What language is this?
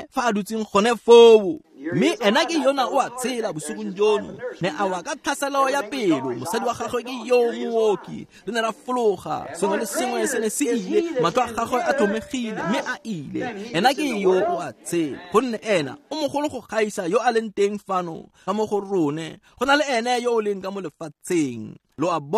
Tswana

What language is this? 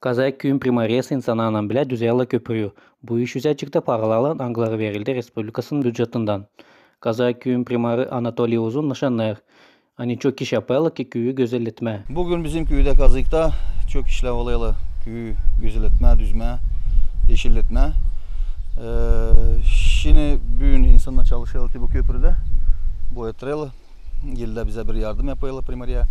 Gagauz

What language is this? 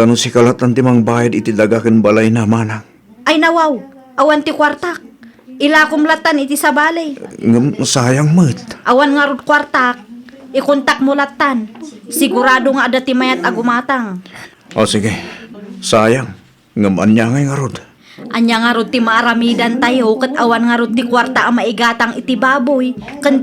Iloko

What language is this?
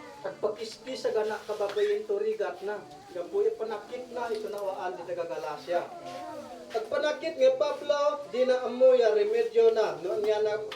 Isnag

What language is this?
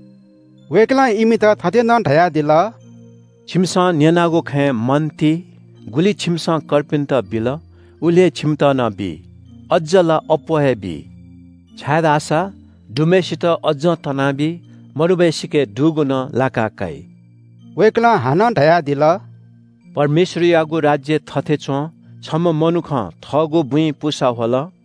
Newari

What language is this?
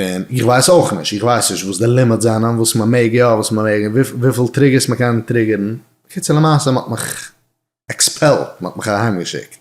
Yiddish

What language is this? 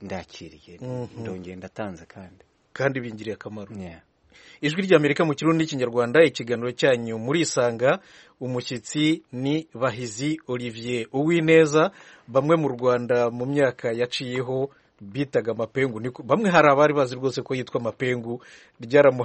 Kinyarwanda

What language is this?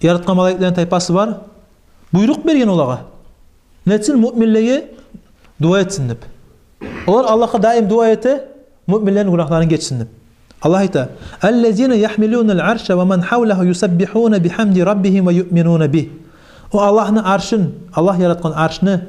Kumyk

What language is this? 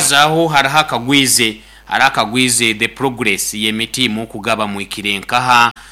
Nyoro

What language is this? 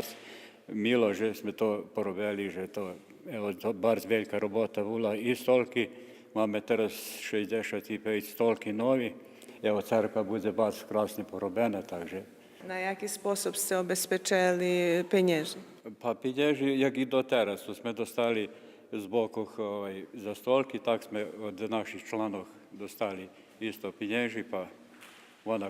Rusyn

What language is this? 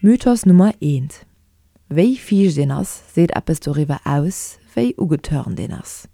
Luxembourgish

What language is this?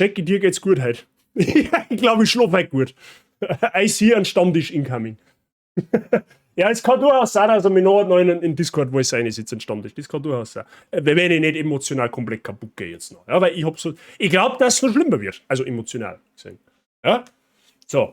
Bavarian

